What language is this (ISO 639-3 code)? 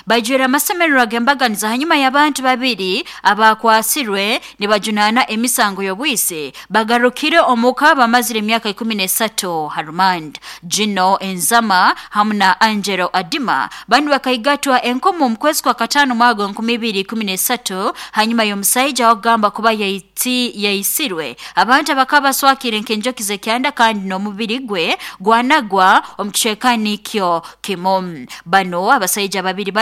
nyo